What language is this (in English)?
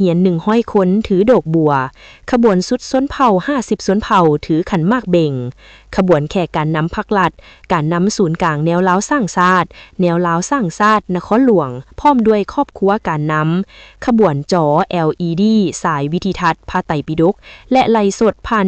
Lao